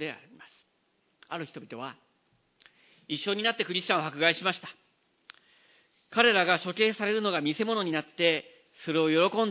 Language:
Japanese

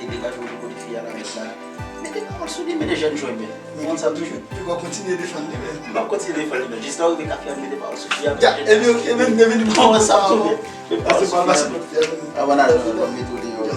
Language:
Haitian Creole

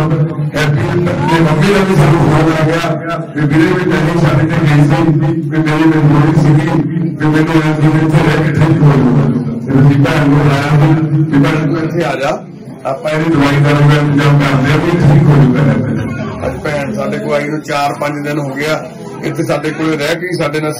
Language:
Punjabi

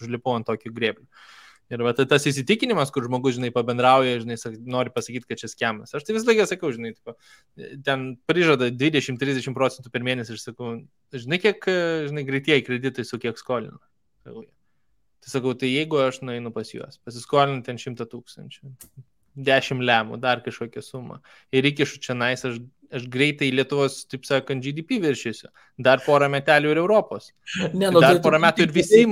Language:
Lithuanian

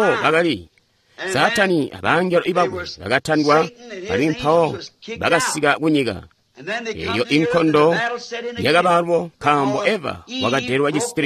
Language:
Tonga (Zambia)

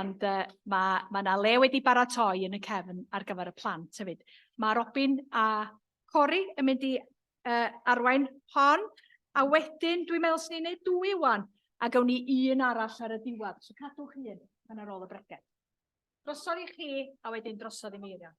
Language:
Welsh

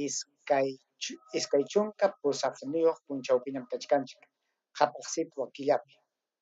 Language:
Ayacucho Quechua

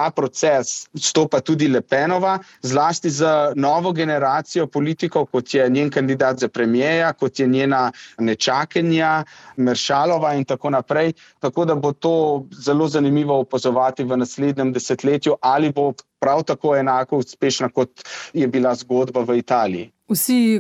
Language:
Slovenian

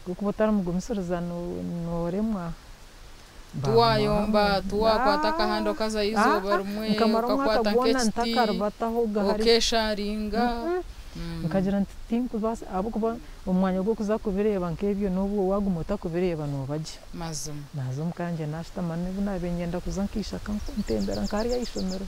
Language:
Nyankole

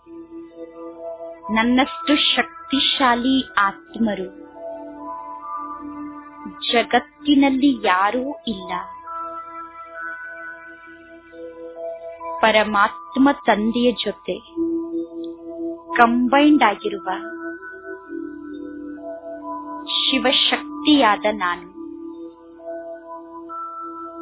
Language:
Kannada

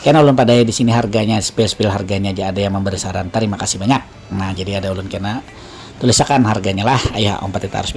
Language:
Banjar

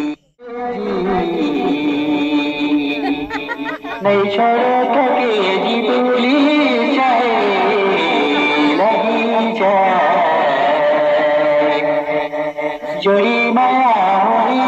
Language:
Bhojpuri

